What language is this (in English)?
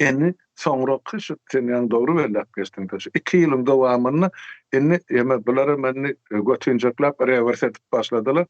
Turkmen